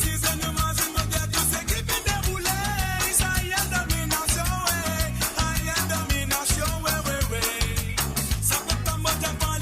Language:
Morisyen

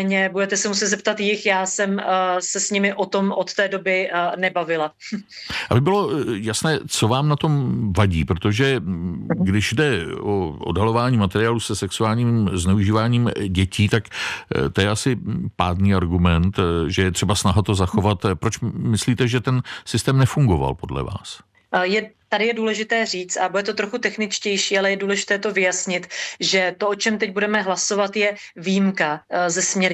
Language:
Czech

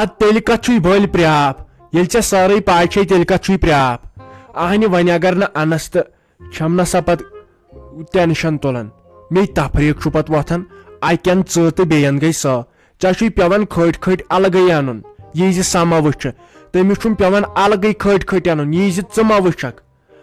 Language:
Kashmiri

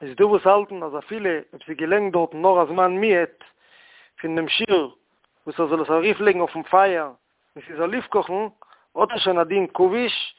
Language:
Yiddish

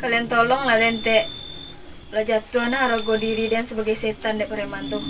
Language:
Minangkabau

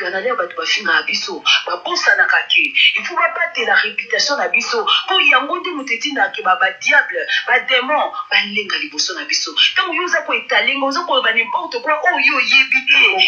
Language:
Lingala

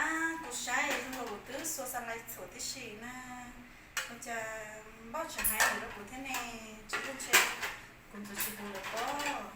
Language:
Hmong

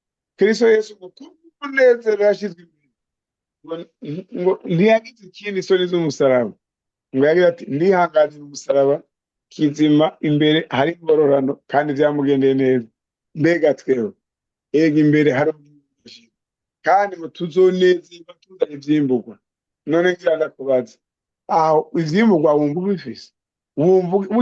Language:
Rundi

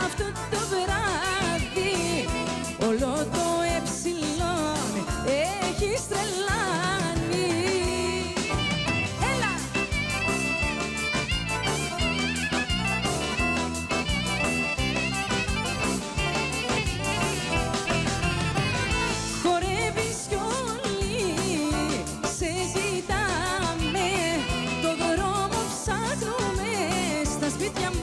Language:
Greek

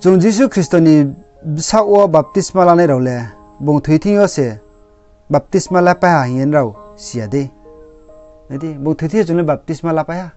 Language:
Riang (India)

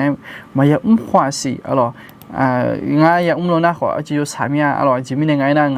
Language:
Akha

